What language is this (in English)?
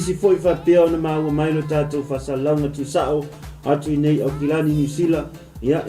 Samoan